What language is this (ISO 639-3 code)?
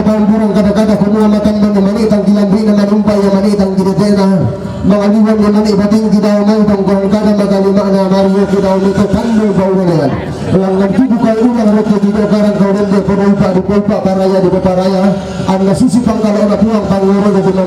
sda